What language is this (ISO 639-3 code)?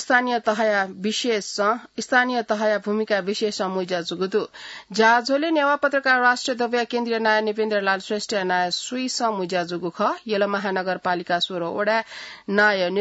new